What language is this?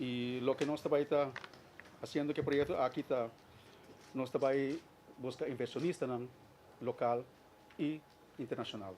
Papiamento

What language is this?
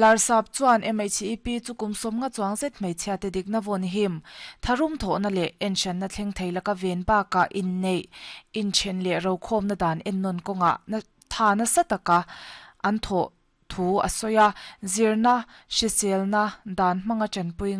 Mizo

